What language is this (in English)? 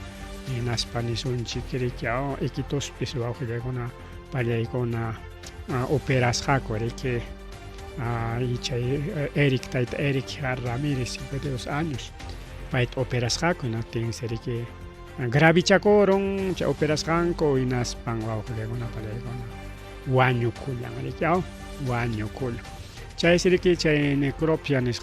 Ayacucho Quechua